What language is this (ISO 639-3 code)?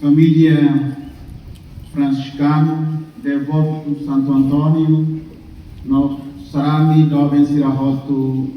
tet